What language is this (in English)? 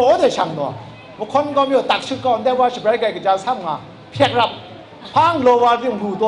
Kachin